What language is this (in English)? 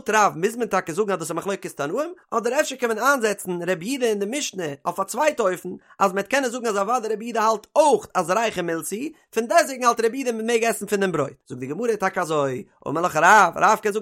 Yiddish